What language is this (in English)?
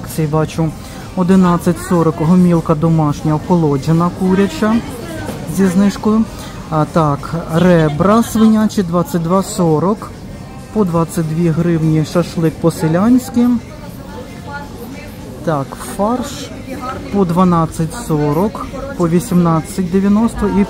Ukrainian